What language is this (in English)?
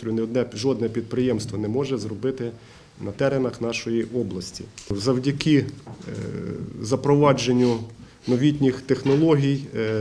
Ukrainian